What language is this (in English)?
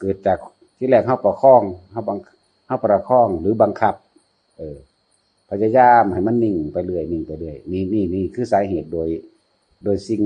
Northeastern Thai